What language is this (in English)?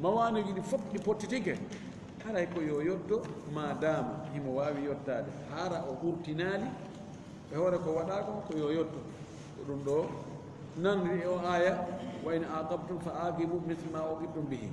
Fula